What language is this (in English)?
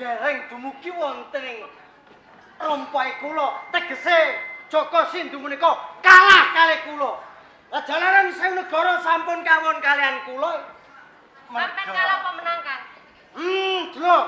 Javanese